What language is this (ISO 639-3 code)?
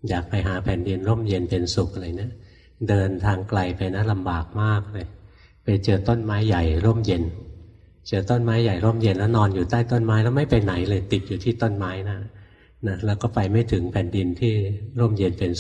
tha